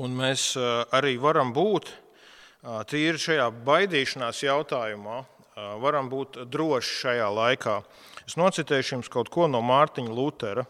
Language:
Latvian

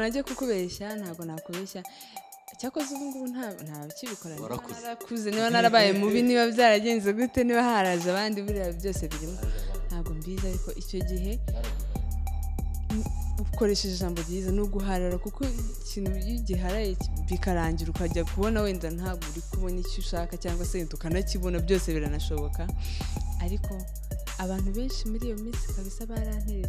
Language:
Kinyarwanda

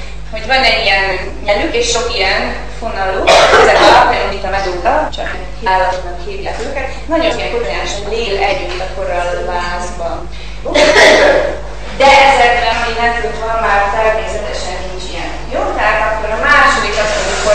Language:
Hungarian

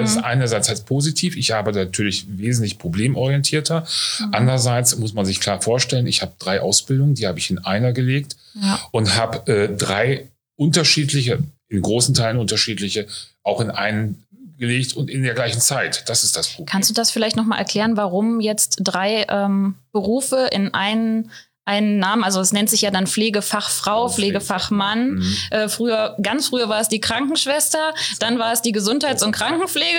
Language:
German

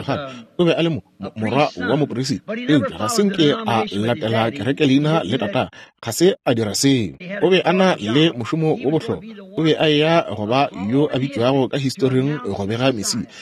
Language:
Northern Sotho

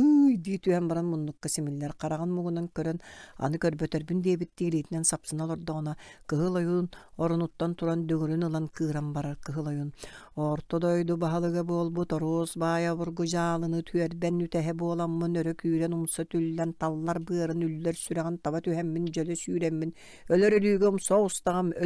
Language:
Yakut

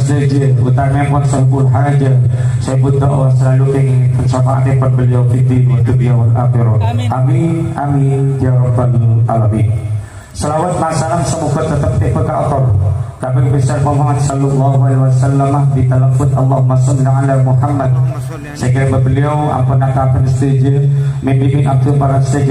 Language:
Madurese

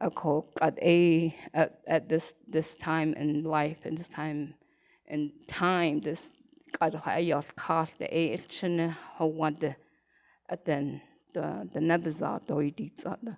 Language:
Navajo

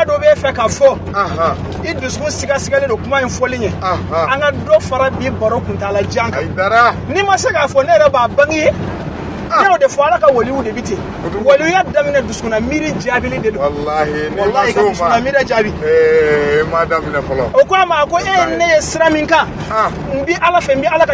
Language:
Bambara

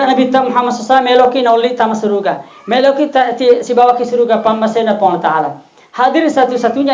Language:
Buginese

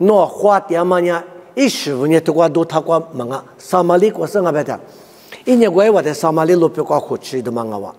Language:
Lisu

